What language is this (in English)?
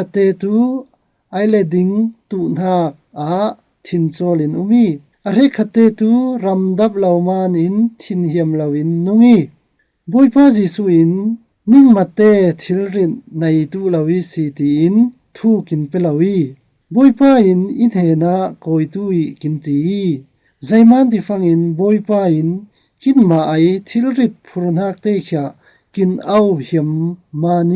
Falam Chin